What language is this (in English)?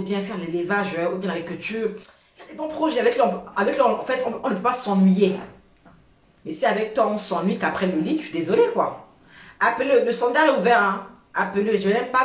French